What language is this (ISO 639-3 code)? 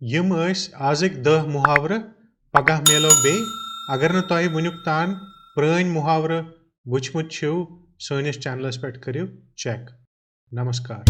kas